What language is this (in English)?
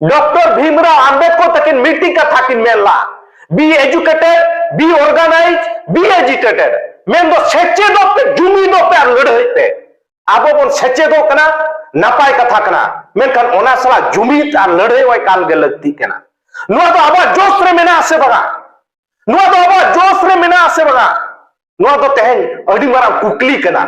Santali